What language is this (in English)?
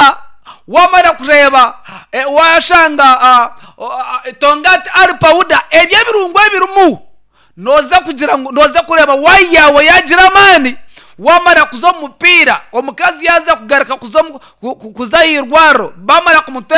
Nyankole